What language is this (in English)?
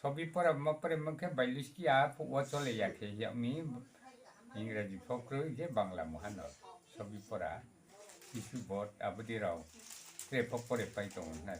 Riang (India)